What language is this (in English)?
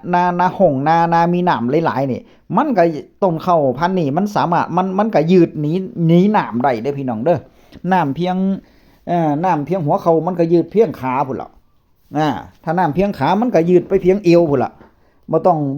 Northeastern Thai